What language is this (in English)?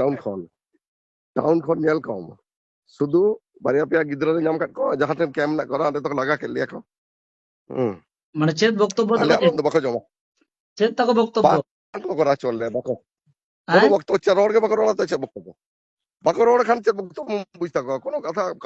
Santali